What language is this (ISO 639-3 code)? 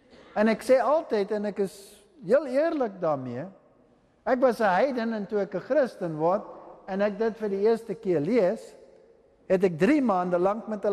afr